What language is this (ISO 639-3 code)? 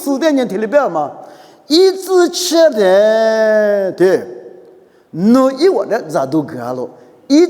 lis